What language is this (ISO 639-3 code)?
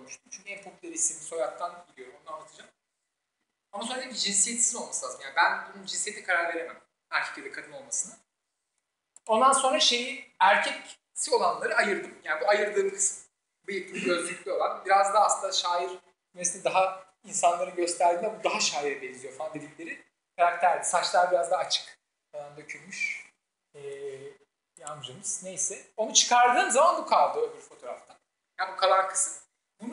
tur